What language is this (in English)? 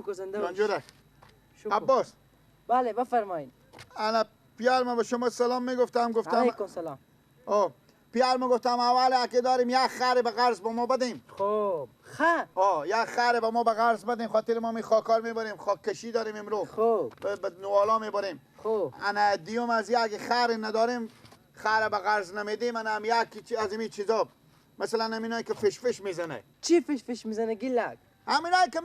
Persian